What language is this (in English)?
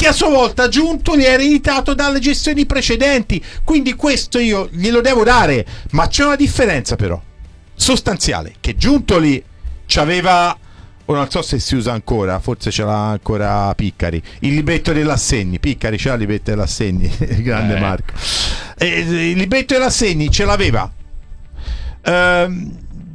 Italian